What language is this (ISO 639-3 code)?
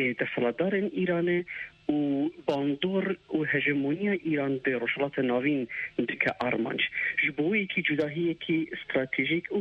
kur